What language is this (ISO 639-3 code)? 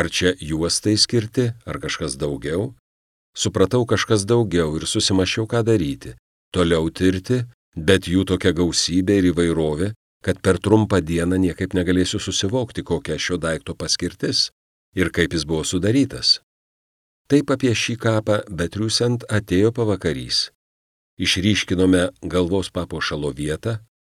lit